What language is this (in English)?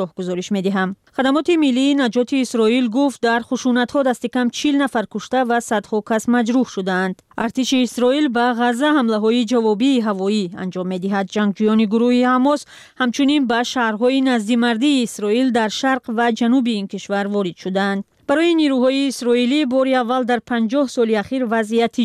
Persian